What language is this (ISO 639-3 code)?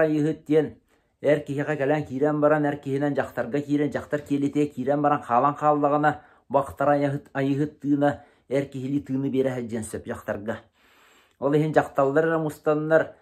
sah